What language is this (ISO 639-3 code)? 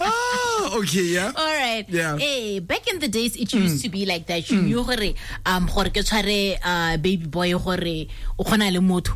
tsn